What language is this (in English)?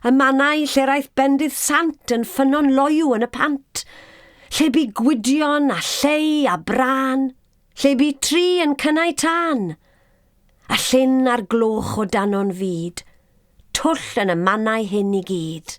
Welsh